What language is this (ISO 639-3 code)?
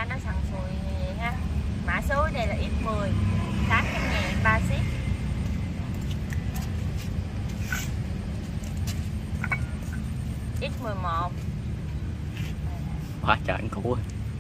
vie